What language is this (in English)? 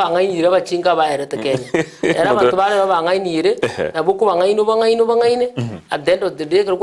Gusii